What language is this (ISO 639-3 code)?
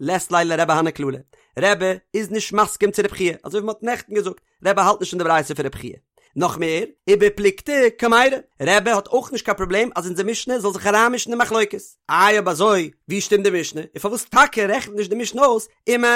yid